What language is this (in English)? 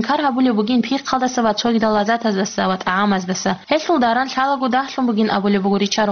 Avaric